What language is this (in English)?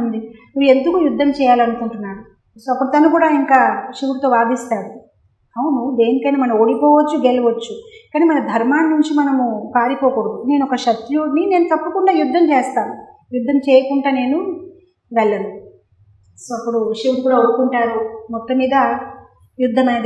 Telugu